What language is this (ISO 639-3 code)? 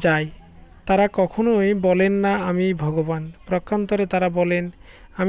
ben